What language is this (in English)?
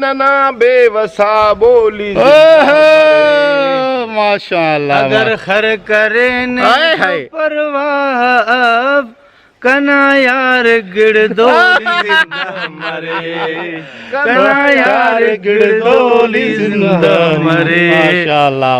Brahui